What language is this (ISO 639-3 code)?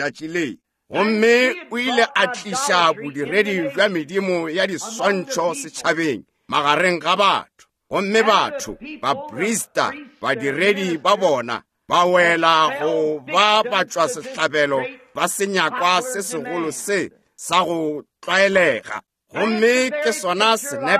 nso